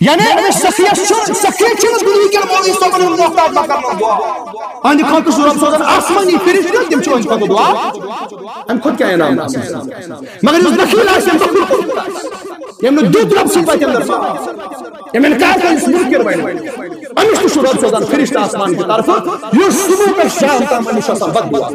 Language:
Kashmiri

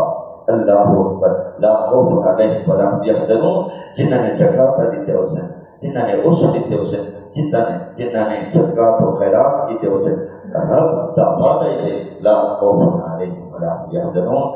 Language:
Saraiki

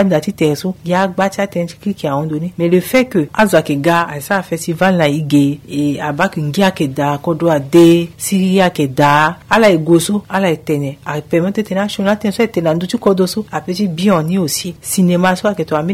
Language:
Sango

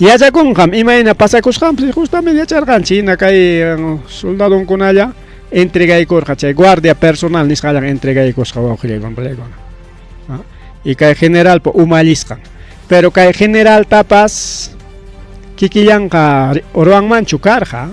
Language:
Ayacucho Quechua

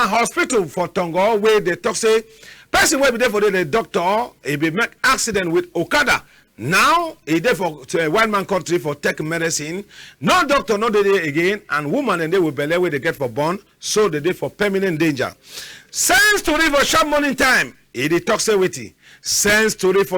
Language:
Cameroon Pidgin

